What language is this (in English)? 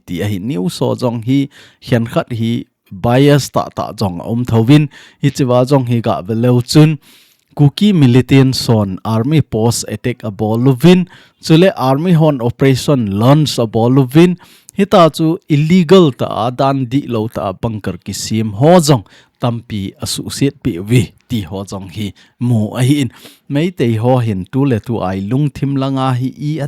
Thado Chin